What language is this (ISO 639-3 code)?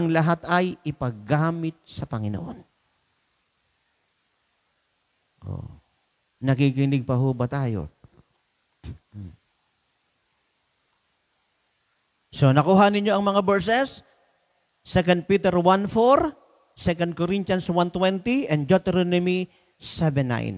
fil